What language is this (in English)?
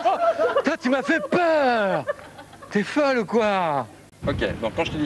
French